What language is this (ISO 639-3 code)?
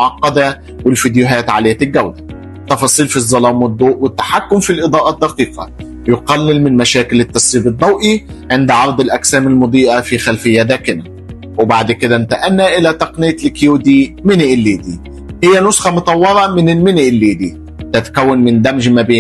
arz